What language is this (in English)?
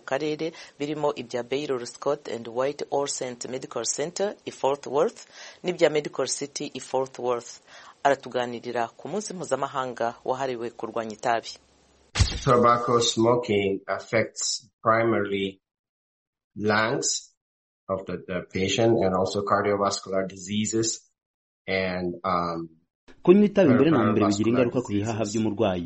Kinyarwanda